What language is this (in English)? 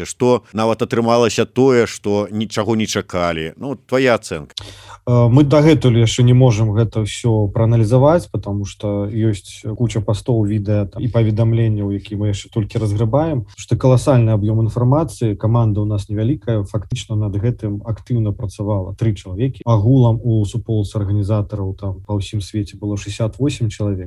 Belarusian